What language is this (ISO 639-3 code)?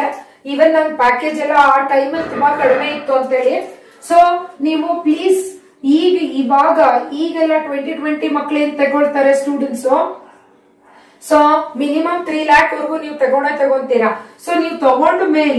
kan